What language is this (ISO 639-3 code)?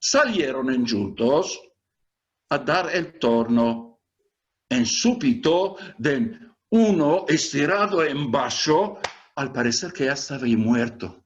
lad